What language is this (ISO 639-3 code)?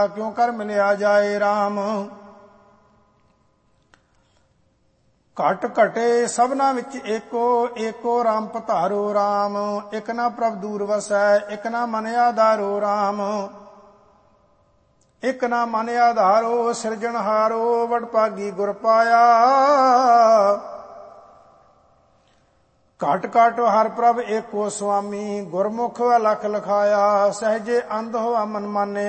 pan